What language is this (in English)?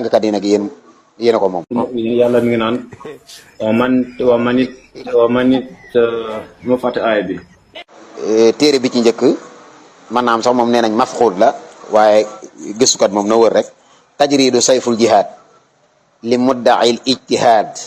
Wolof